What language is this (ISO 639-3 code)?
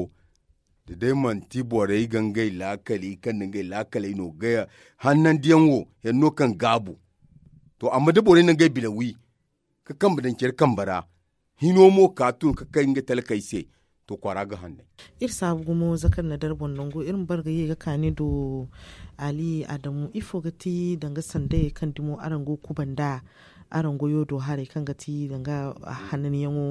dje